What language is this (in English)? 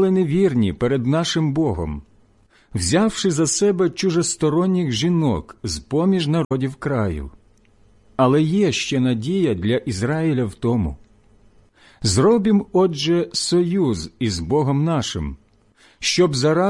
Ukrainian